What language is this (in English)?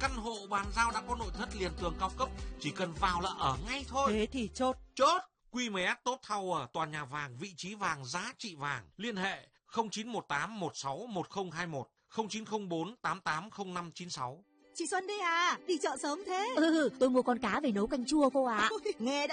Vietnamese